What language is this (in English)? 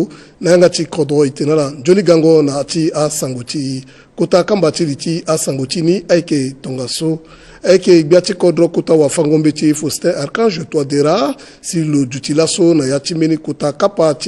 Sango